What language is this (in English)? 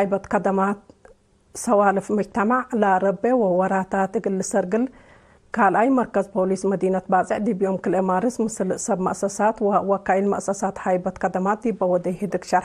Tigre